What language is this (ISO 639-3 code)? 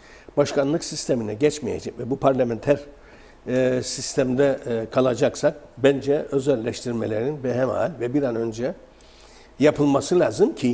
tur